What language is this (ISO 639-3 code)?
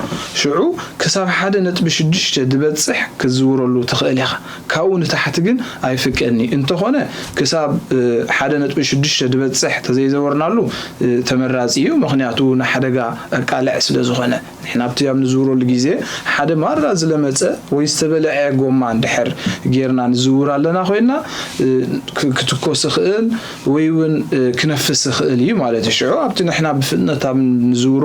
tir